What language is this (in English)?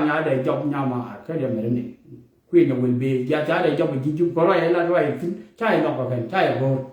Nuer